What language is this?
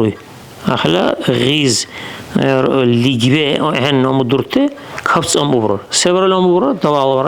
Dargwa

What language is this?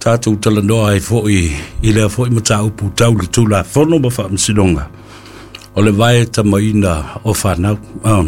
Samoan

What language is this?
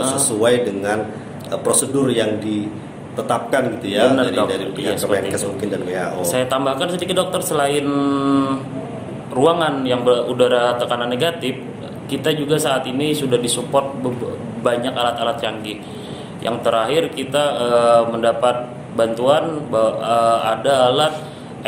Indonesian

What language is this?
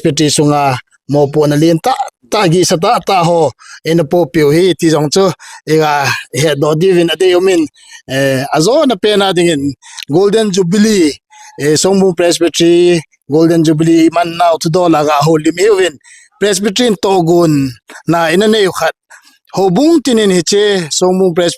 Thado Chin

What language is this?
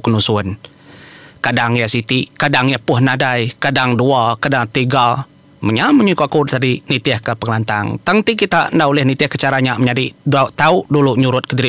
Iban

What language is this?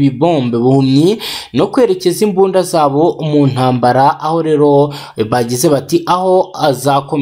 Kinyarwanda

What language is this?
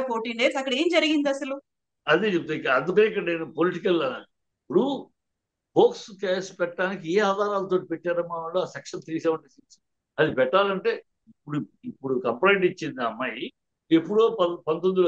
Telugu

